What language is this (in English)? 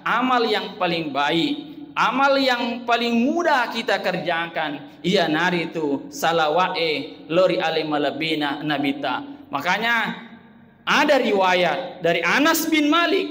Buginese